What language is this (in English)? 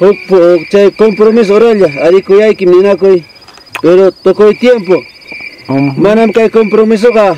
Ayacucho Quechua